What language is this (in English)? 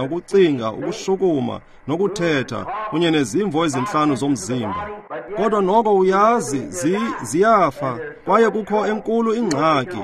Xhosa